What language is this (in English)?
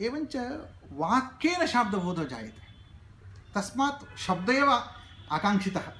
Sanskrit